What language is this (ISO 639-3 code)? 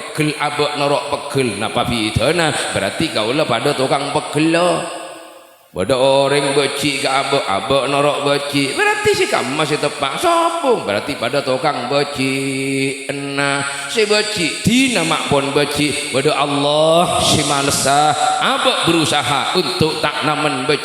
mad